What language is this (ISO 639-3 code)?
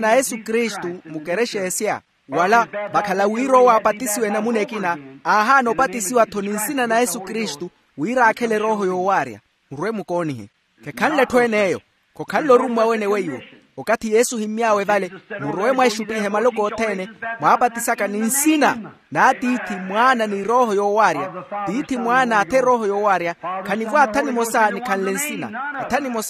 vmw